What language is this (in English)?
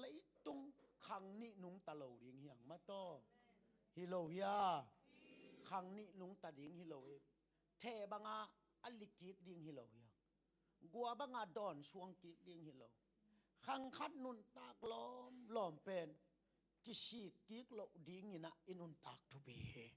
Tedim Chin